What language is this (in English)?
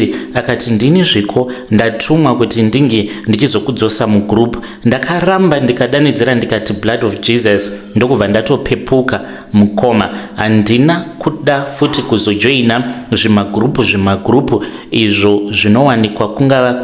Shona